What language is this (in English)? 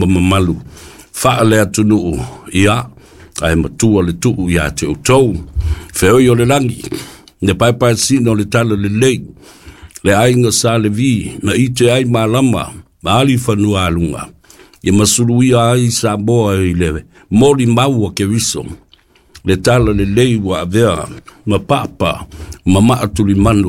Samoan